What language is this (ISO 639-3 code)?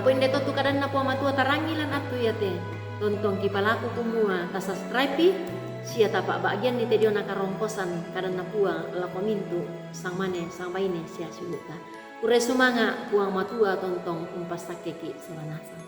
sda